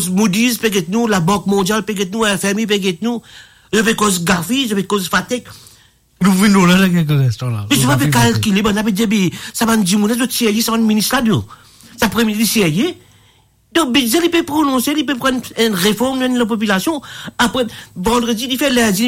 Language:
Morisyen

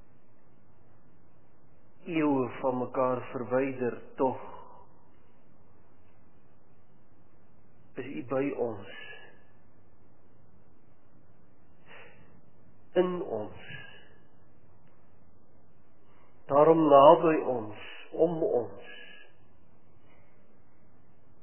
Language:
Afrikaans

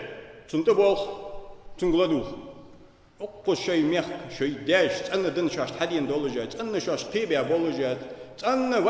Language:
Ingush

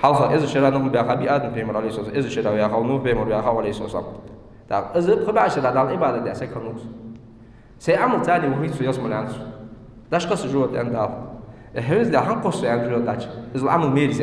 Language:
Ingush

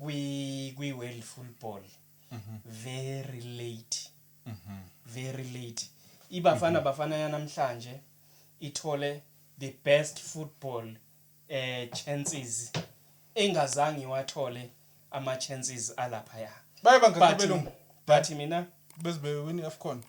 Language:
Zulu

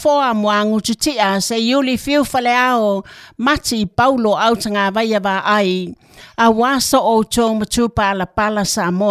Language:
Samoan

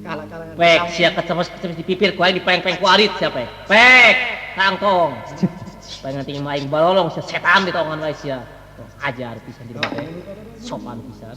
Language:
Sundanese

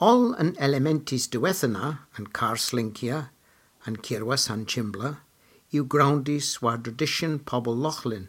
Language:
Cornish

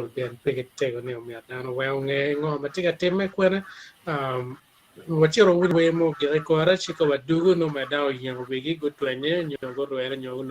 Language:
Acoli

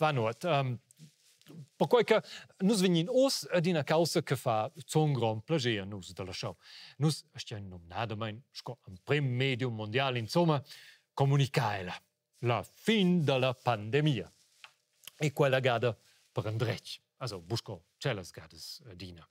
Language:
Romansh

